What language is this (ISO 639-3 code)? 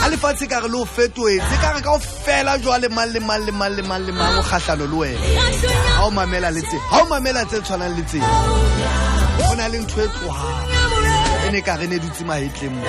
sot